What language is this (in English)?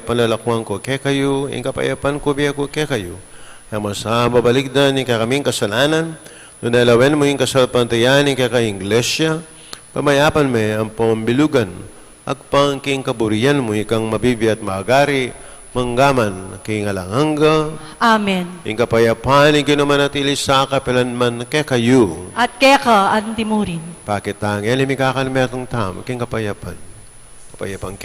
Pampanga